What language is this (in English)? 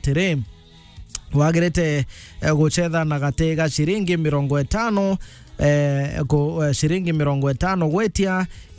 Meru